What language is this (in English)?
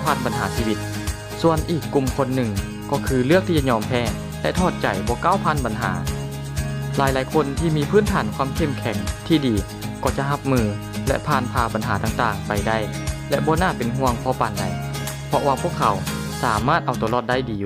Lao